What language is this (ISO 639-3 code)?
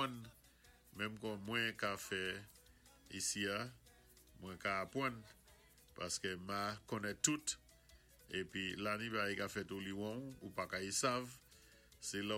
acf